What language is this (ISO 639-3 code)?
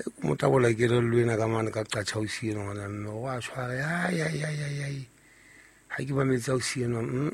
sot